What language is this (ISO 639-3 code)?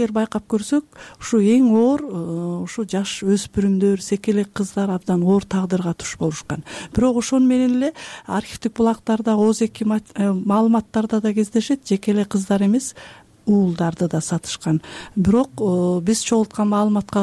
kir